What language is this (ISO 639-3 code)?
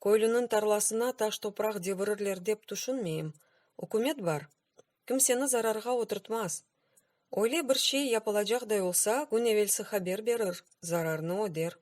crh